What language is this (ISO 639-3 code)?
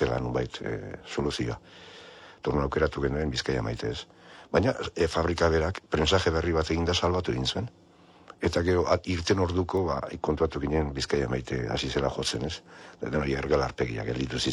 eus